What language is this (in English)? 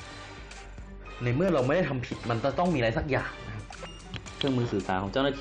Thai